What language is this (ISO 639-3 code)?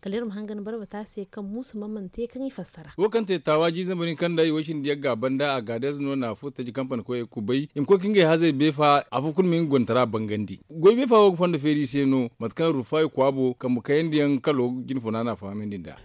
dje